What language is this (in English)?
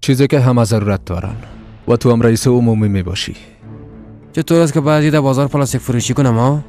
Persian